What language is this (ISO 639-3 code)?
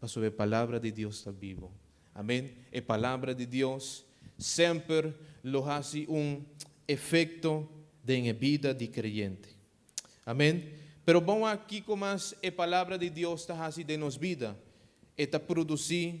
pap